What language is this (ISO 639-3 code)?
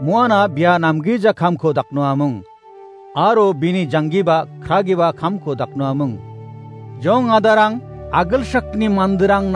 grt